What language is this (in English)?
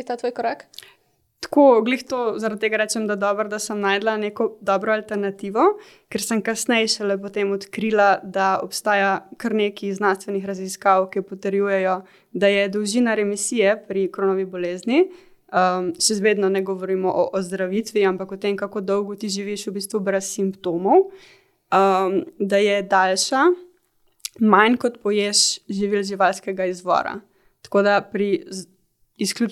Slovenian